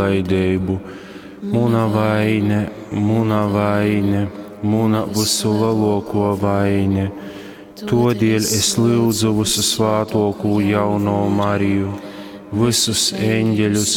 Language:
Latgalian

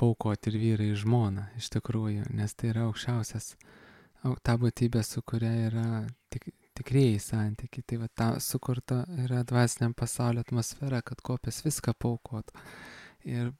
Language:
Lithuanian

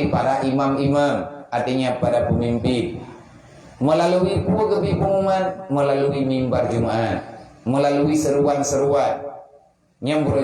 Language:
Achinese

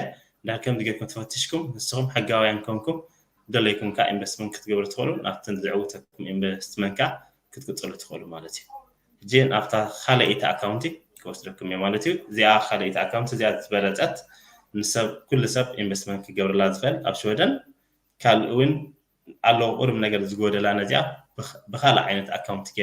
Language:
Tigrinya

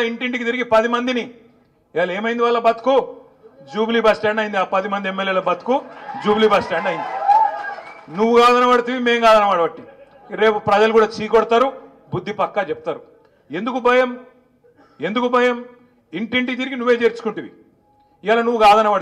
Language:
Telugu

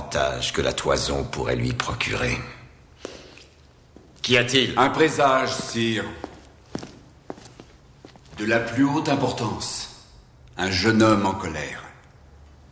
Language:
French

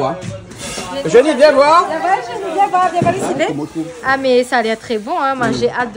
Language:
Réunion Creole French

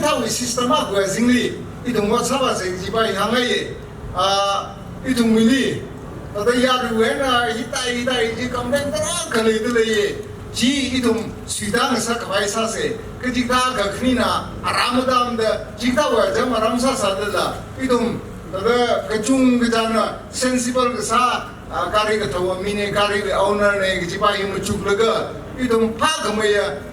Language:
Tangkhul Naga (India)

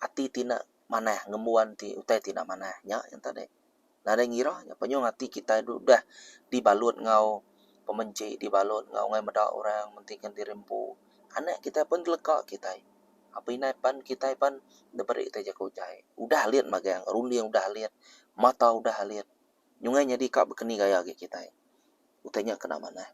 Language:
Iban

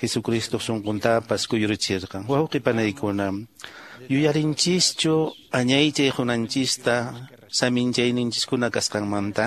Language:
Quechua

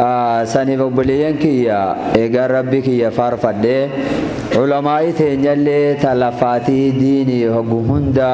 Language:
Oromo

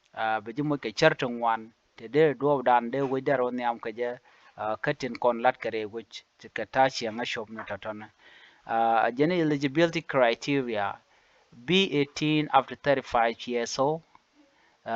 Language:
Nuer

